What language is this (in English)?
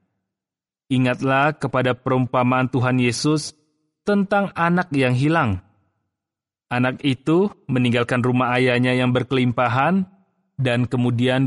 Indonesian